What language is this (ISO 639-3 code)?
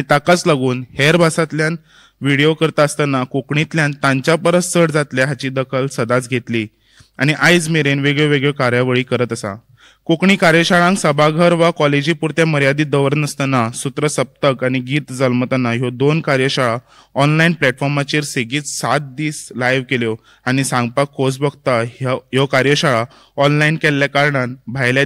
kok